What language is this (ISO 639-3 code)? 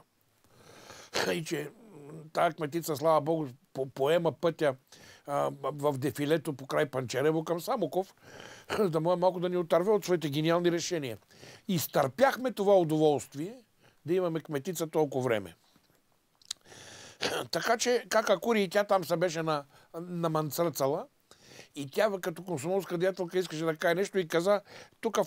bul